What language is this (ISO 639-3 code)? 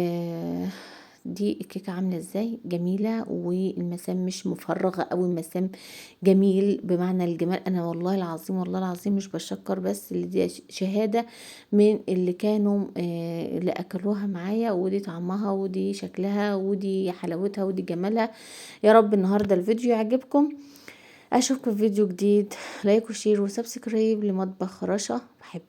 arz